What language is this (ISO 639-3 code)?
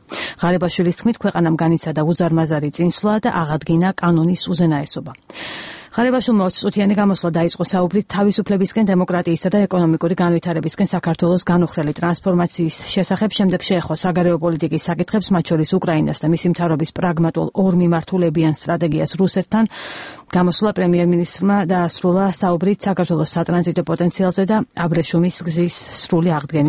kat